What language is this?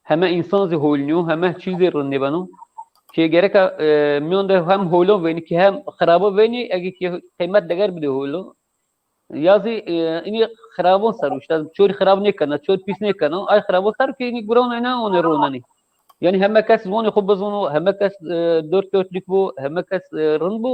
Zaza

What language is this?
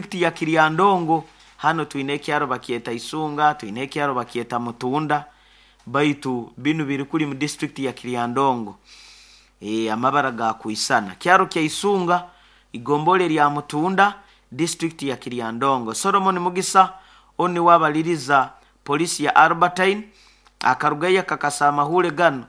Nyoro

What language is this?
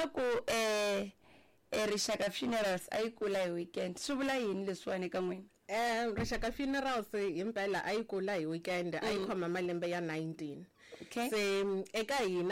Tsonga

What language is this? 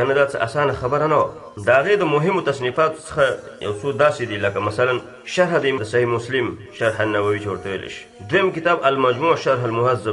Pashto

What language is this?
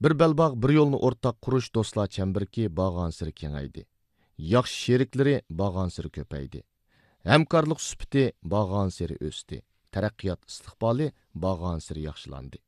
Uyghur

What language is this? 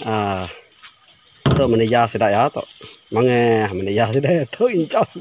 Iban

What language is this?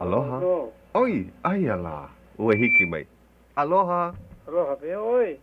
Hawaiian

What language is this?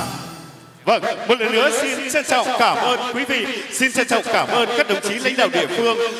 Vietnamese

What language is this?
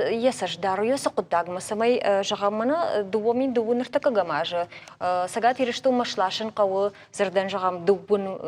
Ossetic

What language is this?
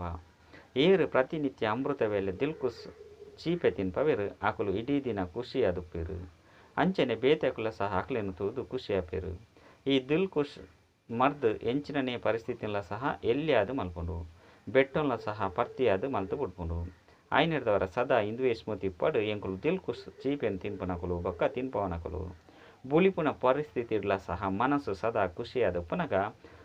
Tulu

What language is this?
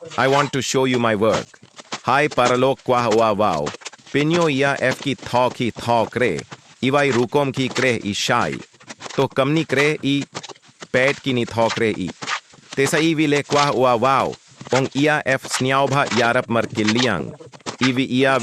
Khasi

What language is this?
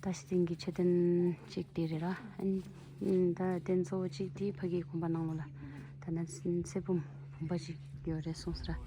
Tibetan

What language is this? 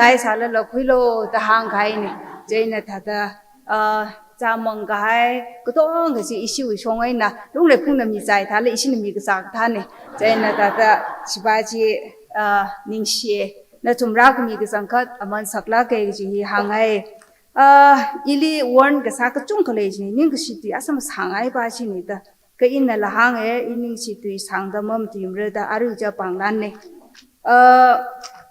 Tangkhul Naga (India)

